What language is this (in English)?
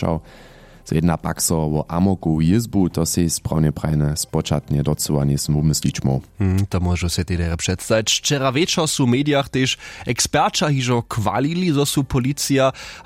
Upper Sorbian